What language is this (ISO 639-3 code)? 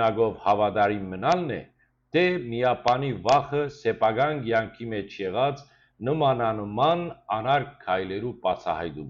hyw